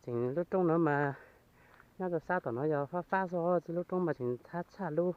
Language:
Hmong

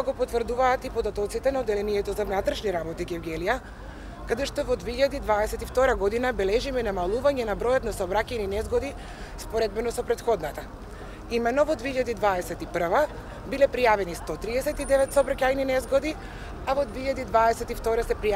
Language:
Macedonian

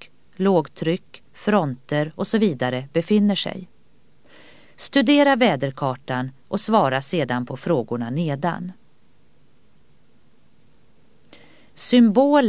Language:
Swedish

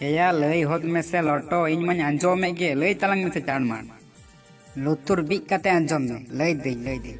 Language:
Santali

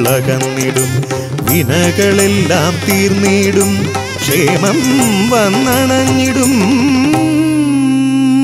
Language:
Malayalam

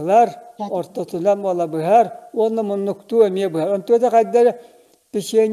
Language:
Yakut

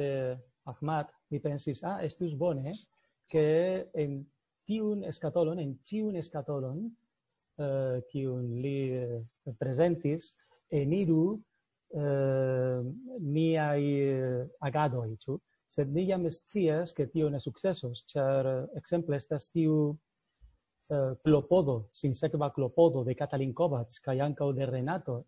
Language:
Esperanto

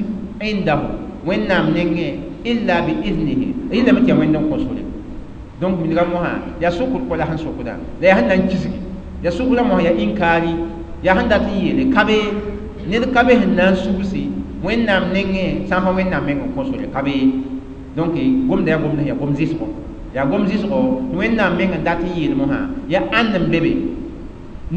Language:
Mossi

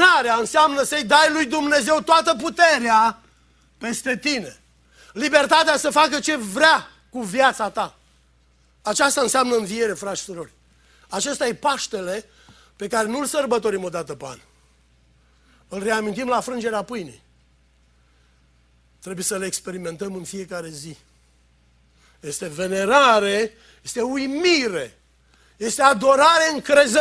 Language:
Romanian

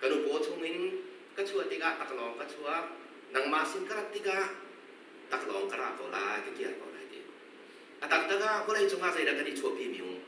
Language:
Hakha Chin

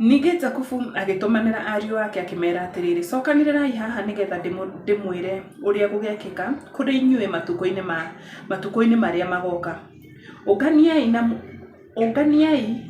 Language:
Kikuyu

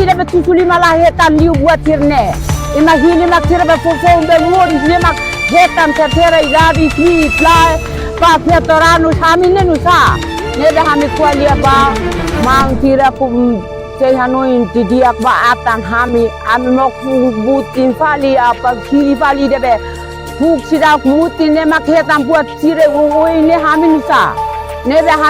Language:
Tetum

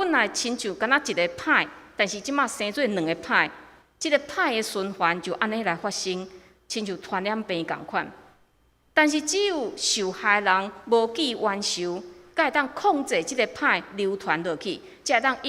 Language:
Min Nan Chinese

